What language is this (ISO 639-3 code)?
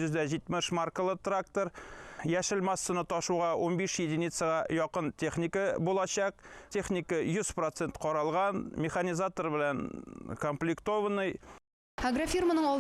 tat